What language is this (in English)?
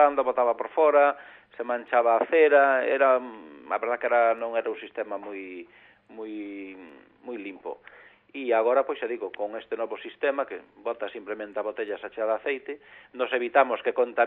Galician